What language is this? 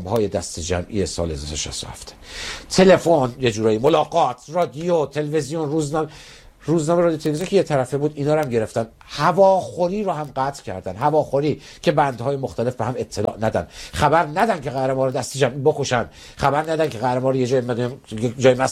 Persian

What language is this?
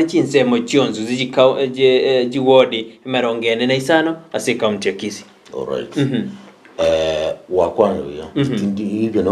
Gusii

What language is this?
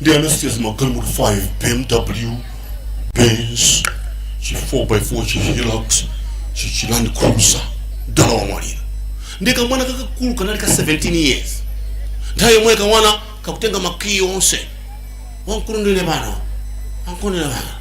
Nyanja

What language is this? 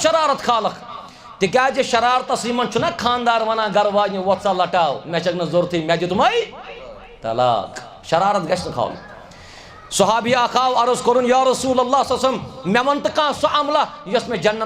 Kashmiri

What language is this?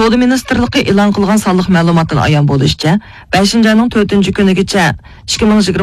Uyghur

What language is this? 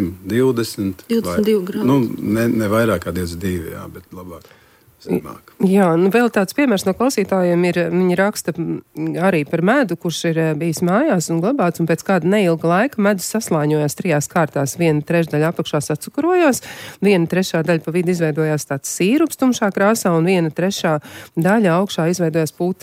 Latvian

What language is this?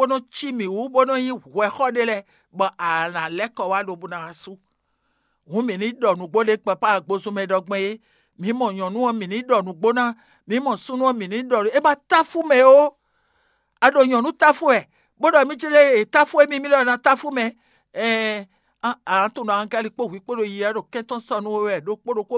Fon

